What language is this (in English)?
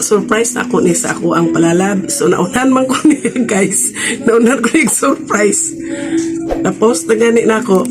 Cebuano